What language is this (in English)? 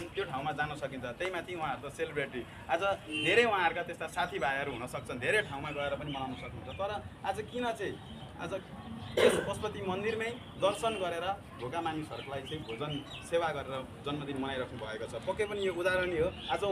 Nepali